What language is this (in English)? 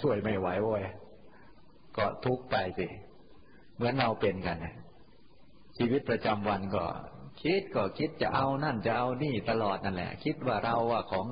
Thai